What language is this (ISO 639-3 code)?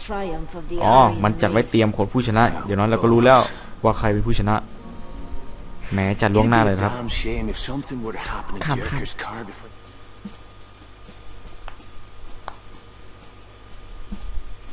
tha